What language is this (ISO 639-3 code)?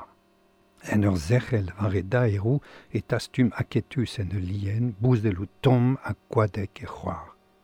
bre